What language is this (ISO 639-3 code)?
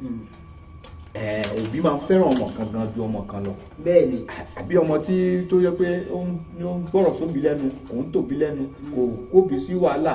yor